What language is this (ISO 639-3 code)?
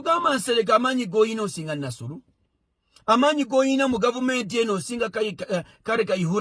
lug